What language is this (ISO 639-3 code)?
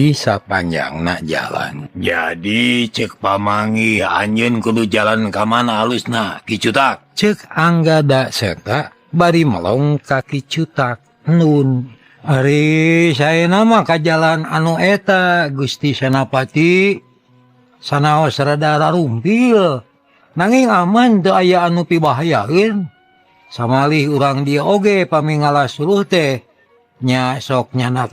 sun